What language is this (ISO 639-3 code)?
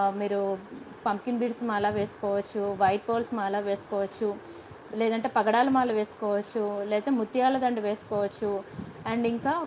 tel